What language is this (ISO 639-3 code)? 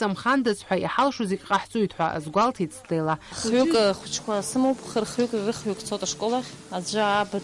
abk